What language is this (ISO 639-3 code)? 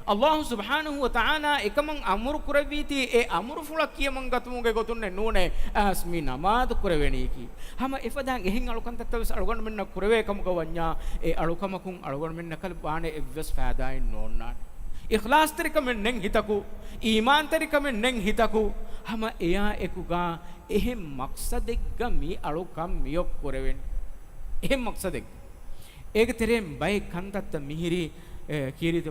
div